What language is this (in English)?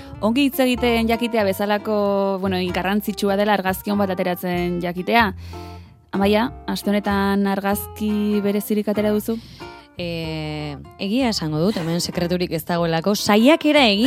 Basque